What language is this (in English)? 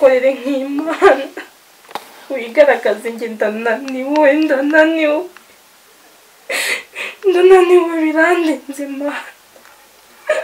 Kinyarwanda